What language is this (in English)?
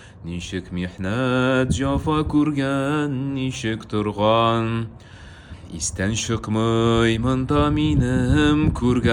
Tatar